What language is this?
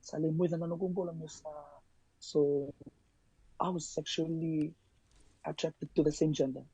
Fijian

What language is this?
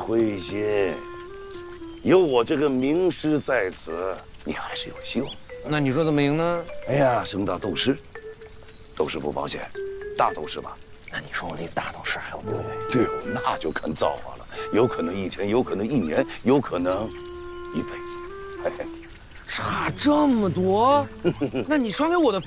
Chinese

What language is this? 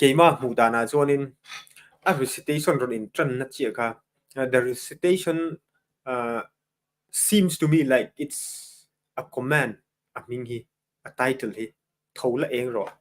Mizo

